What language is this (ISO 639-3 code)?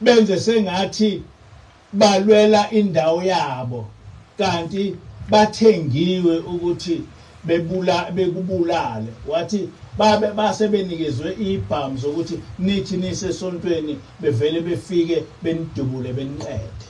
zul